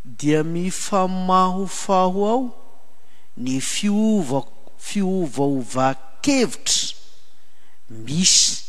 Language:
Malagasy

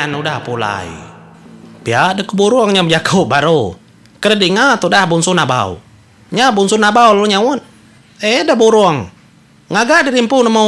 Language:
Iban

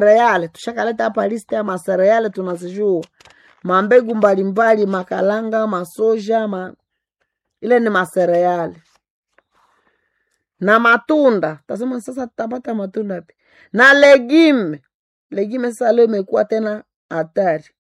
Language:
Swahili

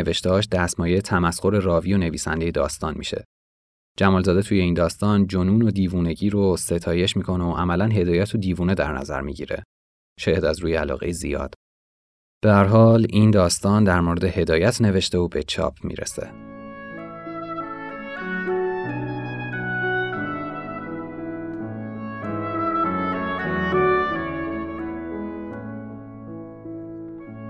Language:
Persian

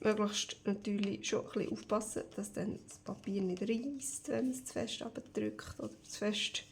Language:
Swiss German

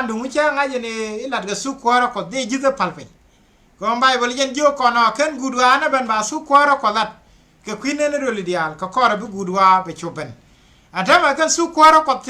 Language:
Nuer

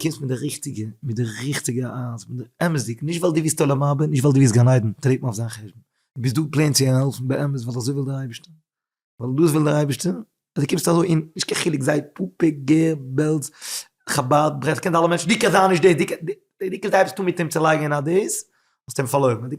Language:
Yiddish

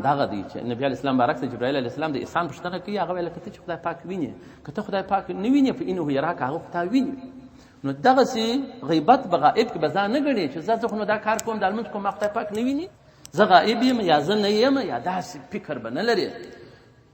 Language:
Pashto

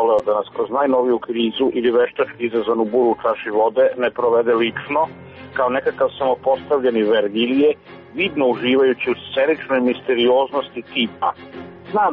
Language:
Serbian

